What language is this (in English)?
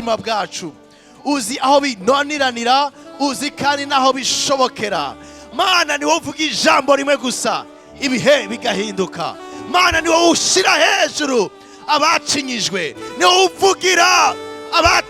Rundi